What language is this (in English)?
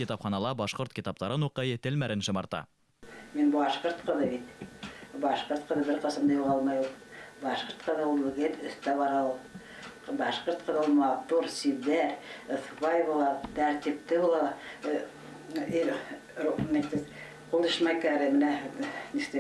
Bashkir